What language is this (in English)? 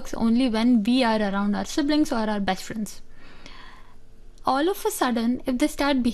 Hindi